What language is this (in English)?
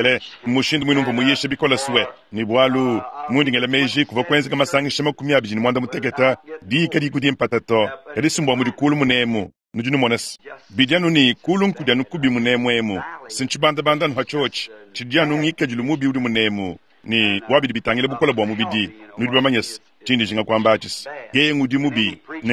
Luba-Lulua